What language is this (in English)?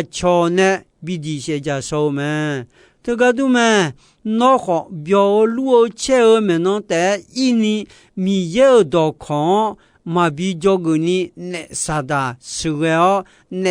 Akha